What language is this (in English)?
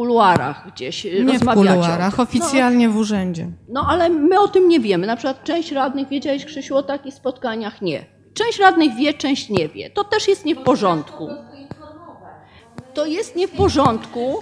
Polish